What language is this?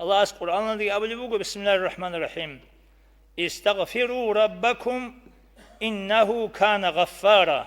Avaric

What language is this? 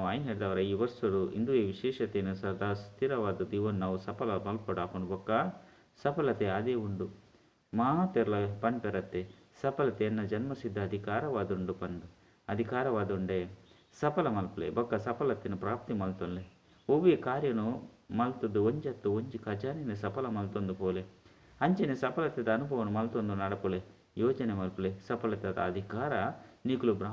Tulu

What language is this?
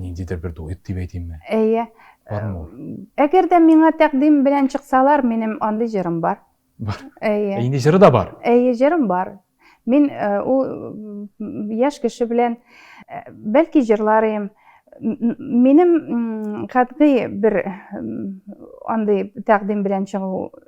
Tatar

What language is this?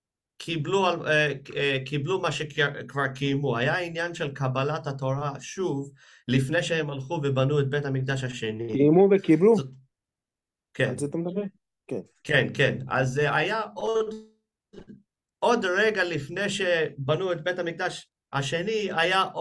Hebrew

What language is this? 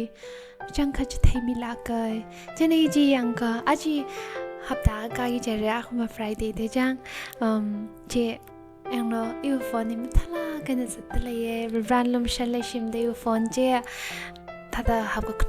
Tangkhul Naga (India)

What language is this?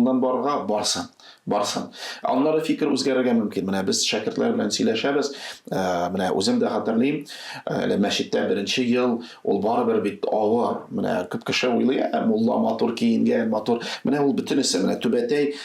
Tatar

